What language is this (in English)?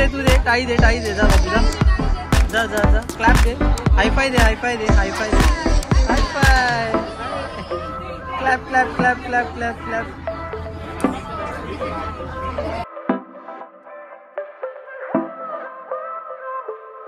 Marathi